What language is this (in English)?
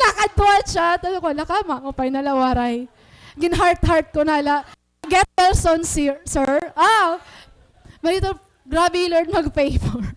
Waray